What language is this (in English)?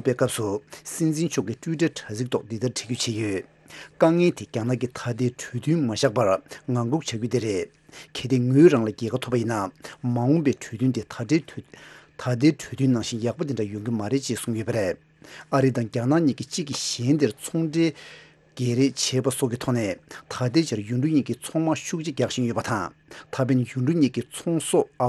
Tibetan